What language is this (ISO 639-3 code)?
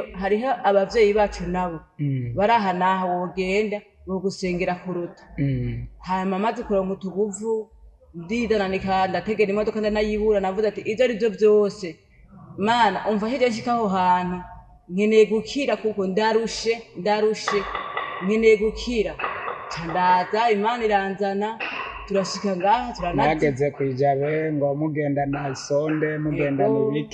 run